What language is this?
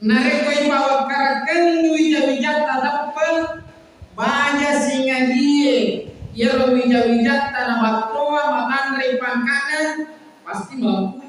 Buginese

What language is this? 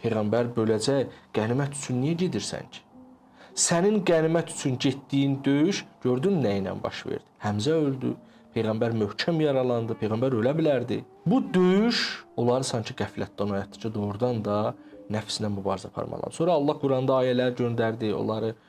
Azerbaijani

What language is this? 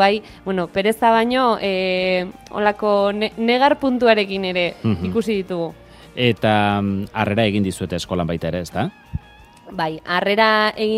Basque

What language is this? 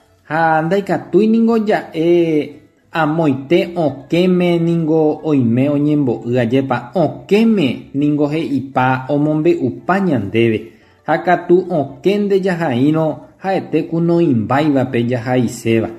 Guarani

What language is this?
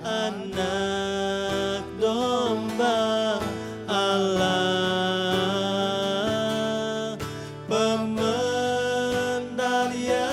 Iban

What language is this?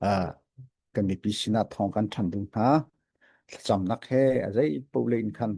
Hakha Chin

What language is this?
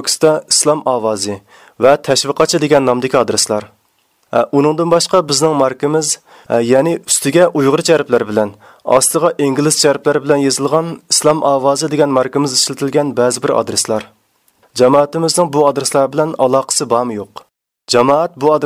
Uyghur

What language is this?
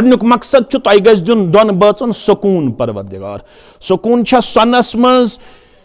Kashmiri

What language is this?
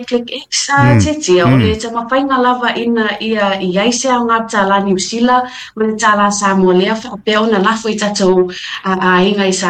Samoan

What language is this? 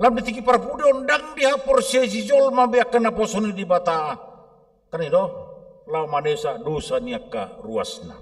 Batak Toba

